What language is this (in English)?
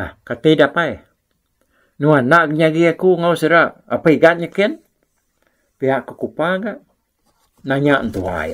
Iban